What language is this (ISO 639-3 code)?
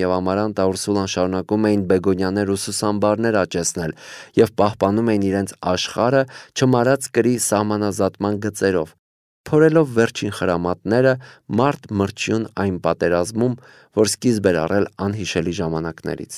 hye